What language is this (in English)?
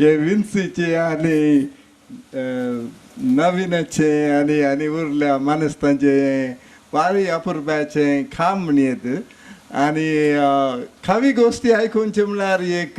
Konkani